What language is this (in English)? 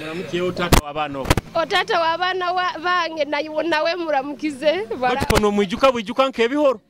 Nyoro